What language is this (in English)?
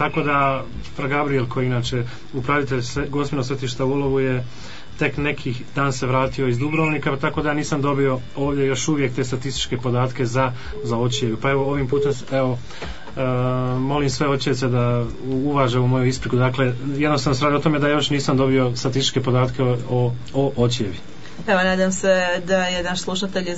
Croatian